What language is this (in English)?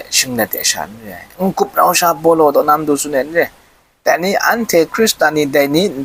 Kachin